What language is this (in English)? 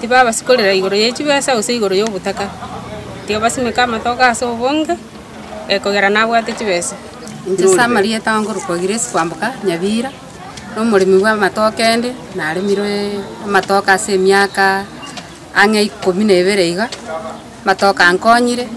Gusii